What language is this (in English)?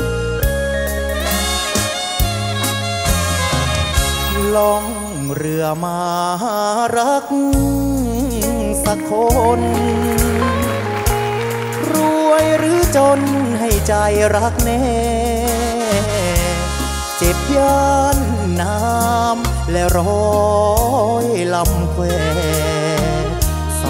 Thai